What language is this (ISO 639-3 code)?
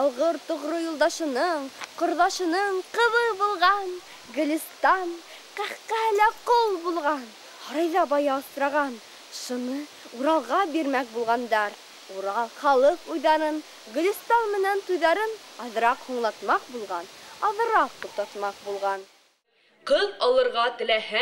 bak